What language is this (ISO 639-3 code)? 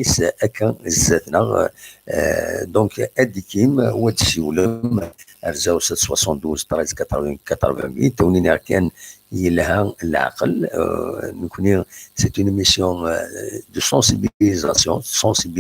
kab